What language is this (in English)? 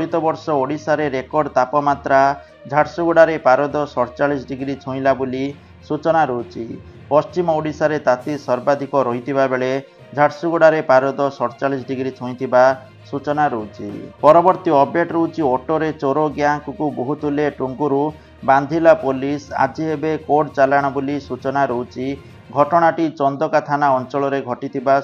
Odia